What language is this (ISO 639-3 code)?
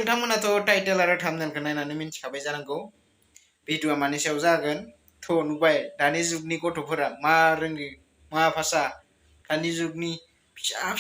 brx